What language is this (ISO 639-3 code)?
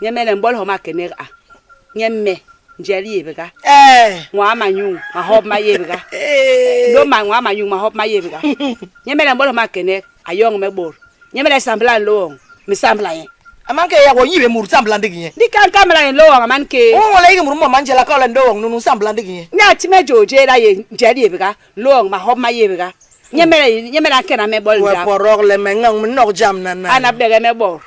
bas